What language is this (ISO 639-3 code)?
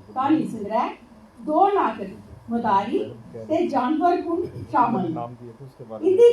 doi